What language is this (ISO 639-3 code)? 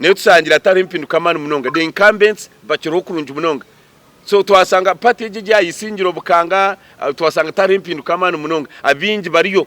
nyn